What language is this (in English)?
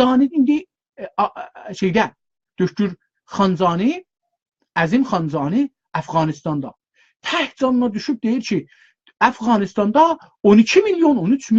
South Azerbaijani